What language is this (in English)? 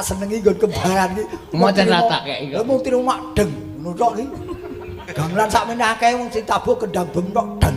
Javanese